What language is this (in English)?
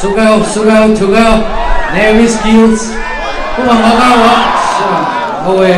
Poumei Naga